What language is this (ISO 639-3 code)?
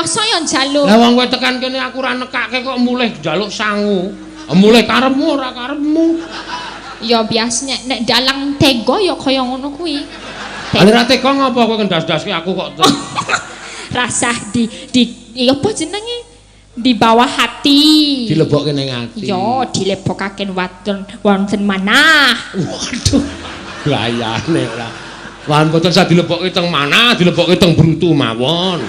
jav